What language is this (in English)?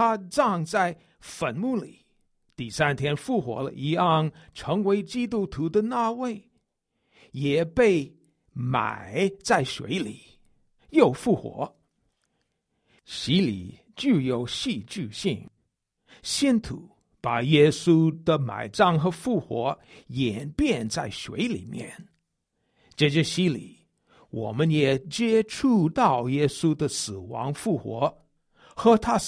Chinese